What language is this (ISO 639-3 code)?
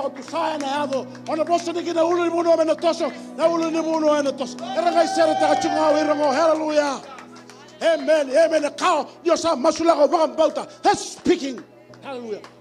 fij